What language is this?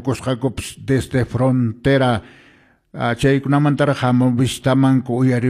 Quechua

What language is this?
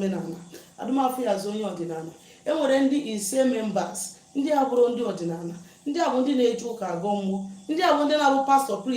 Igbo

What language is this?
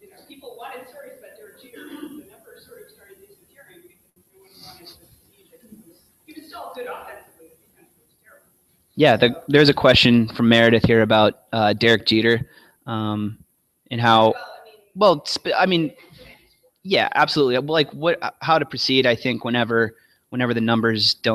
English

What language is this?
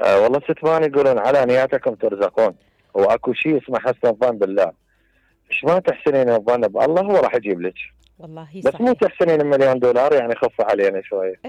Mesopotamian Arabic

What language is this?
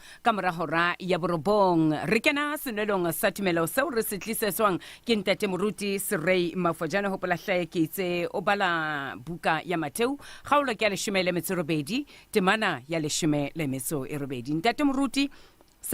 Southern Sotho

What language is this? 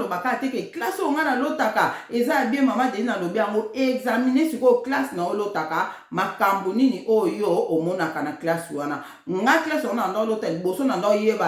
Lingala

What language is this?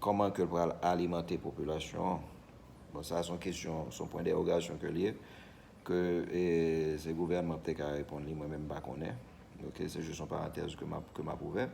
Haitian Creole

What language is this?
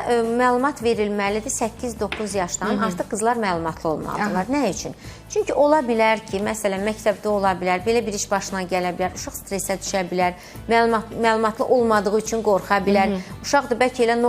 Azerbaijani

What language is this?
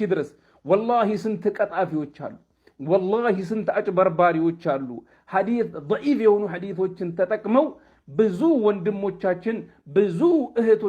Amharic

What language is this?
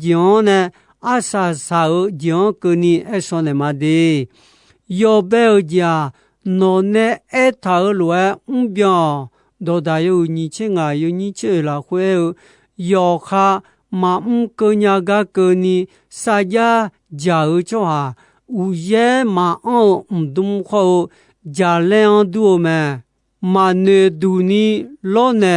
Akha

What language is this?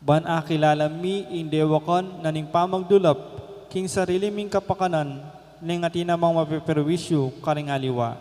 Pampanga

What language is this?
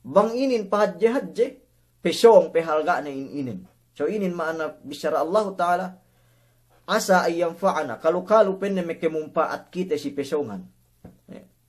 Yakan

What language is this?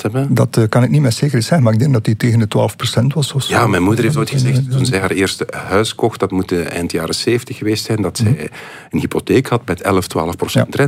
Dutch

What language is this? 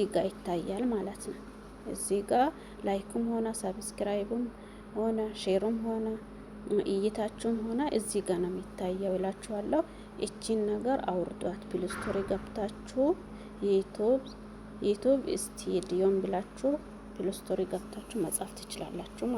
Amharic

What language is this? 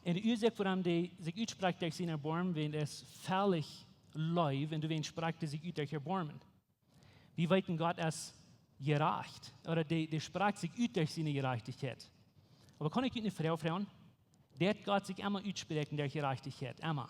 Plautdietsch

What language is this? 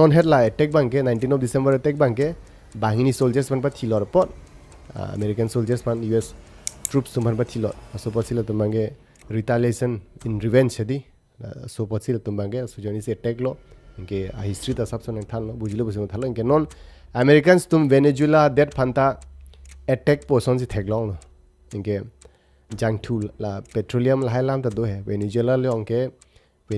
Karbi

